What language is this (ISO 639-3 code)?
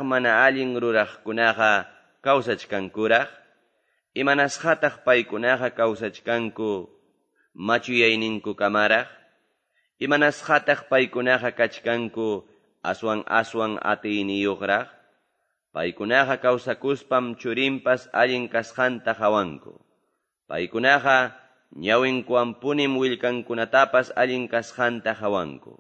que